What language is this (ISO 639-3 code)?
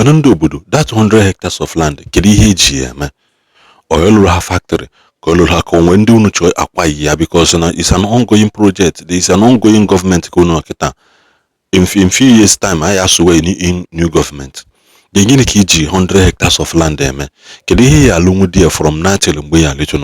ibo